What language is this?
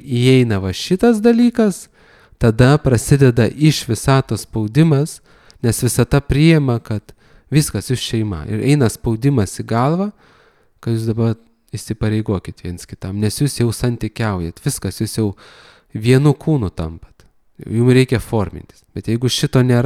Lithuanian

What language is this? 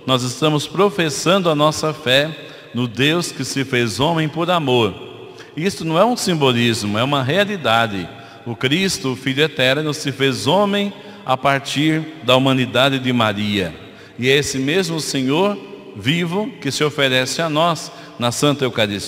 Portuguese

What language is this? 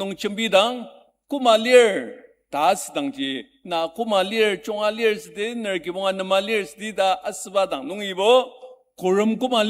Ao Naga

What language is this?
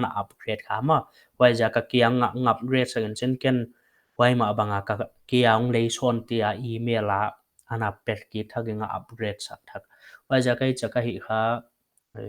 Paite Chin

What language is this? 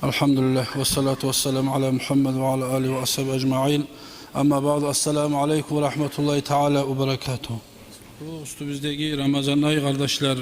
Kumyk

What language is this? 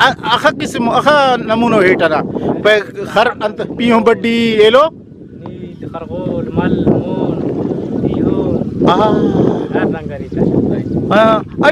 Brahui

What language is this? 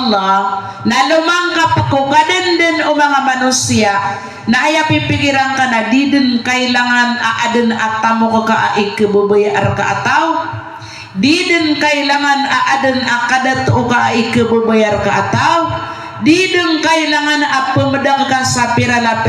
Maranao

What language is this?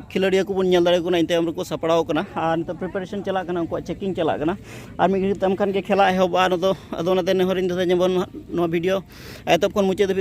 Santali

